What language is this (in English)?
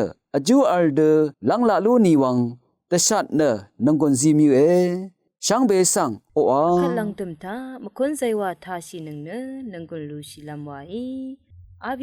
Rawang